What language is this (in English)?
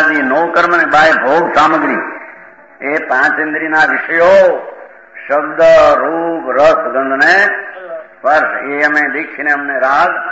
Gujarati